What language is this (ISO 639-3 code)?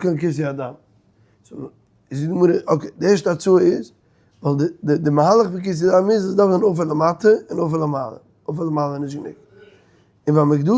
yid